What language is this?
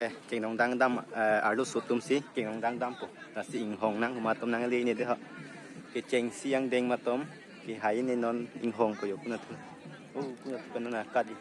Karbi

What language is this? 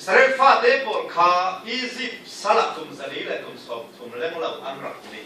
Falam Chin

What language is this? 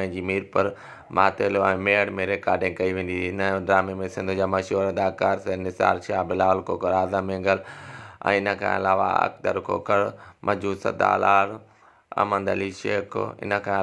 Sindhi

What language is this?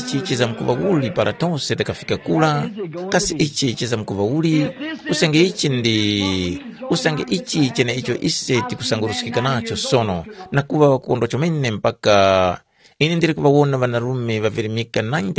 Tumbuka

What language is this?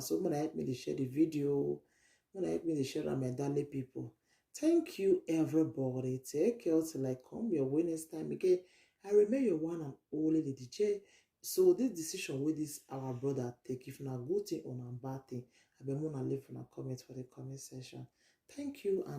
Nigerian Pidgin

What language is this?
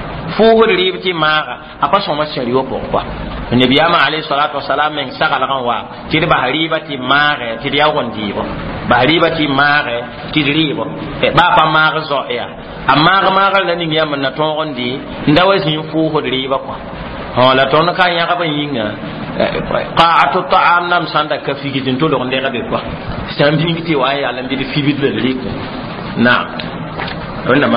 Mossi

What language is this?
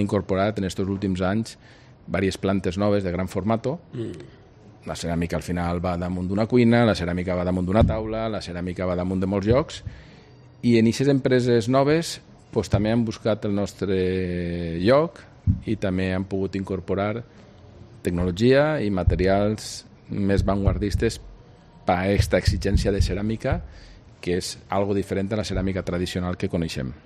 Catalan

